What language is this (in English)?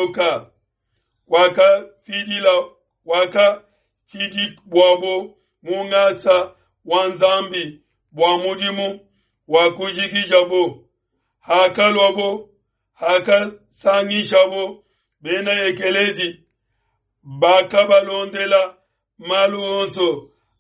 Luba-Lulua